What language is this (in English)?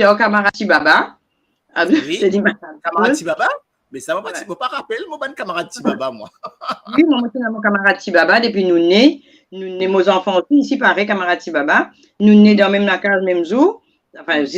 Morisyen